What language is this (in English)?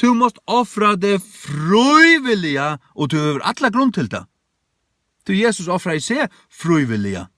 Faroese